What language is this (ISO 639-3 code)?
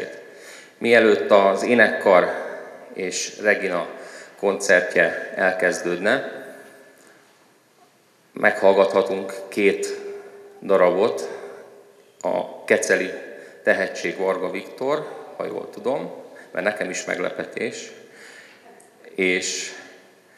hun